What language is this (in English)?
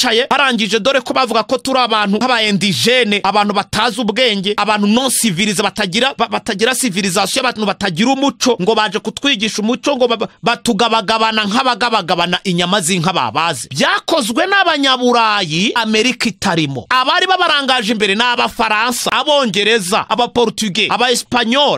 Kinyarwanda